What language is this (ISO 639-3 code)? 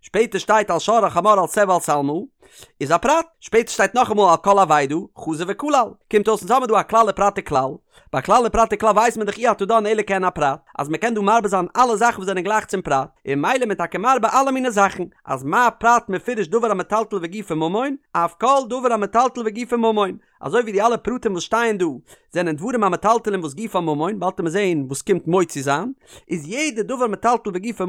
yid